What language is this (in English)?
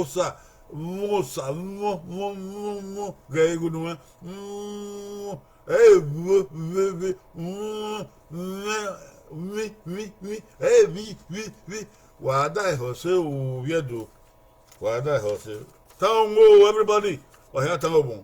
Bini